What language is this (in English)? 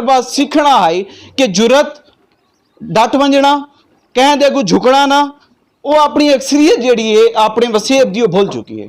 Saraiki